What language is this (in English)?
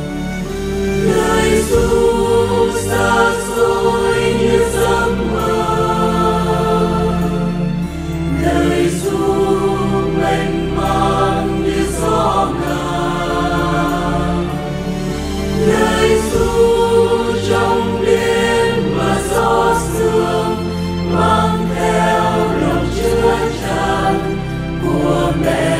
Vietnamese